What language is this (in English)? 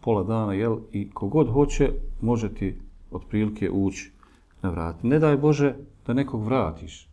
Bosnian